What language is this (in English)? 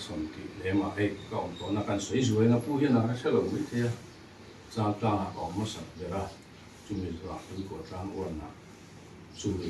Mizo